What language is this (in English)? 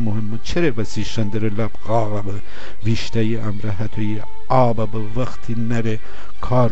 Gilaki